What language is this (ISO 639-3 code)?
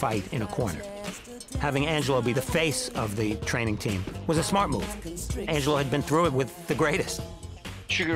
eng